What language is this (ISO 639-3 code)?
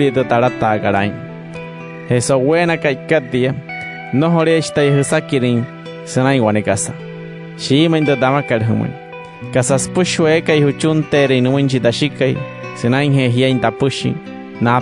guc